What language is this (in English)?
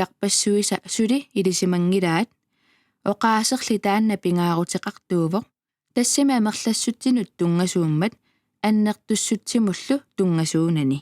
Kalaallisut